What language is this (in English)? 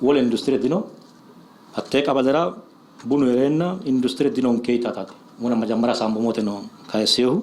Sidamo